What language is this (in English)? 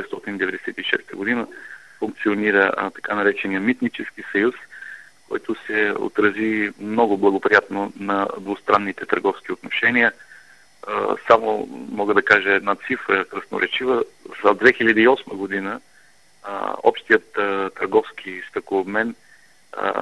Bulgarian